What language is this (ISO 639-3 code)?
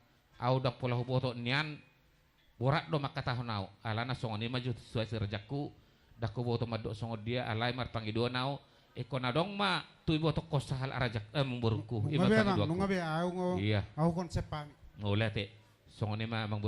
bbc